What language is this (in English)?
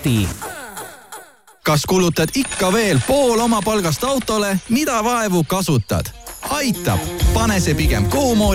Estonian